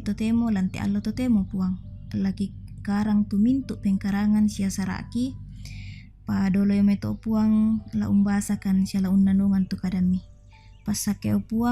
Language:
Toraja-Sa'dan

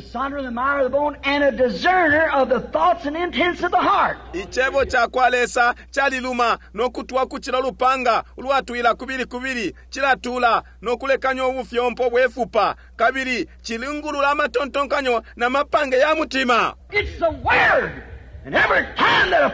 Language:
Bemba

